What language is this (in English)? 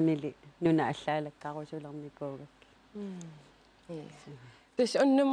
Kalaallisut